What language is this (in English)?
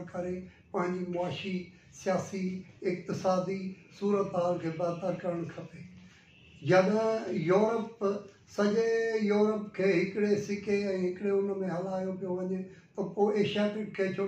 Sindhi